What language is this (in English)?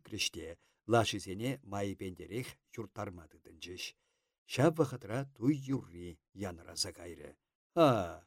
Chuvash